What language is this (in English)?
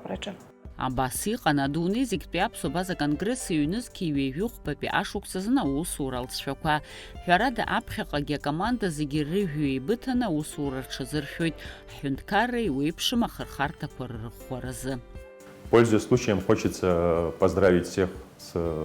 Abkhazian